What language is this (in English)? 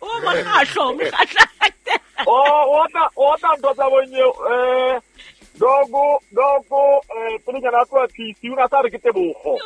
Southern Sotho